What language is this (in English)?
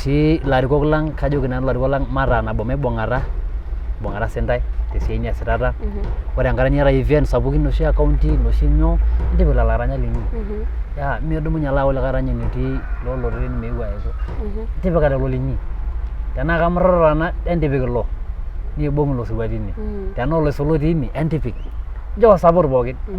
Masai